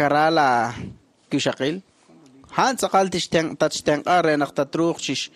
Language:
Kekchí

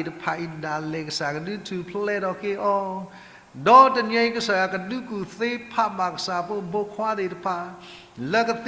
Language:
S'gaw Karen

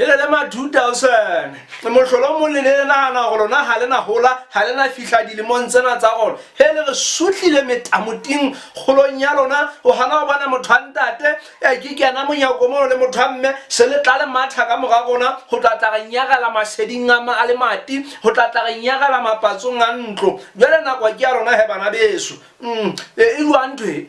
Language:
Southern Sotho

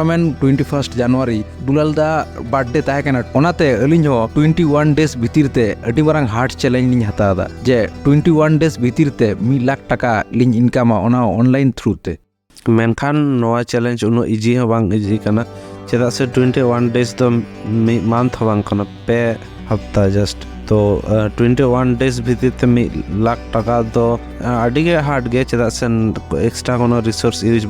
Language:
Santali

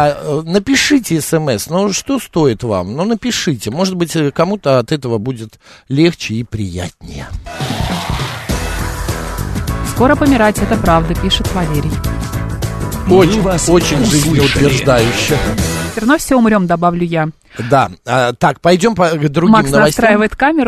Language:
Russian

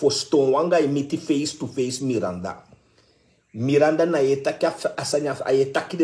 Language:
Sranan Tongo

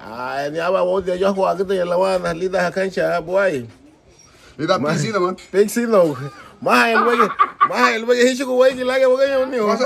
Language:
Garifuna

